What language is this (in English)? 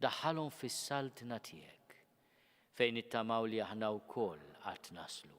Maltese